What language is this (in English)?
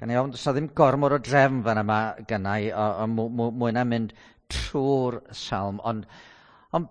Welsh